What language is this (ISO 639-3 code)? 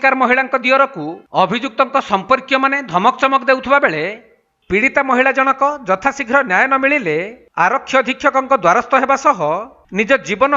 ori